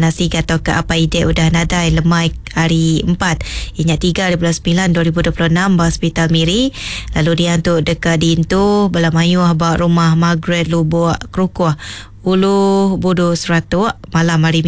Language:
Iban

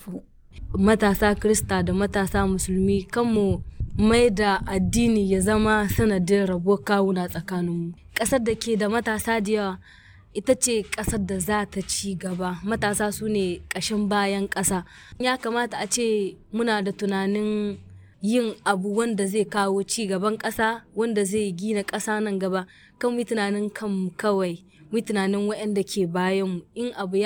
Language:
Hausa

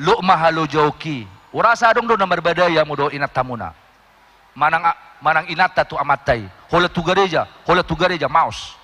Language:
Batak Toba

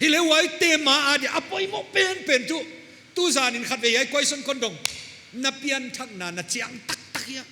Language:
Paite Chin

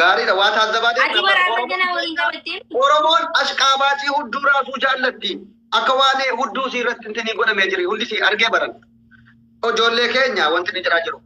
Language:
Oromo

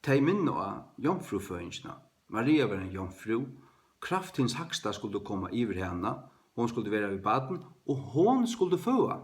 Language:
Faroese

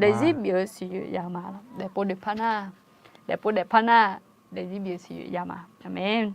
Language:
Akha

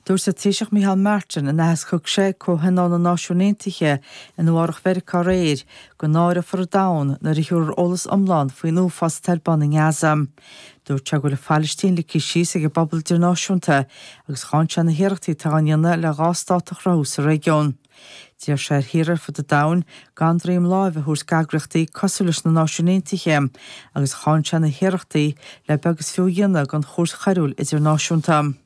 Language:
Irish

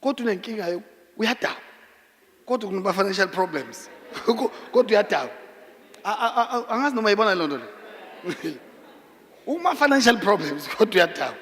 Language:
Zulu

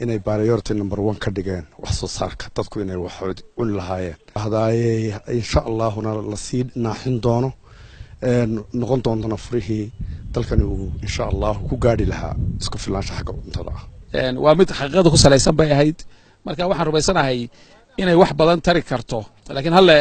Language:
Somali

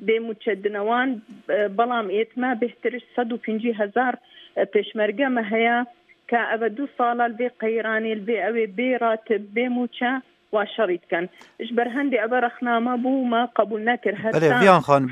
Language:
Kurdish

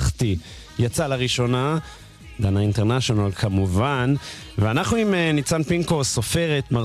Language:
Hebrew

